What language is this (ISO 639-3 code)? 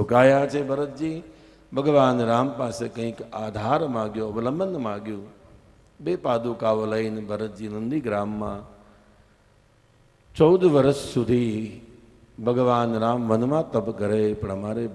guj